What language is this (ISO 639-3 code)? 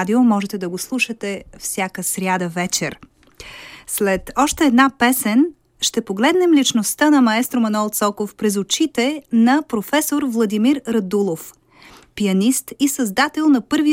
bul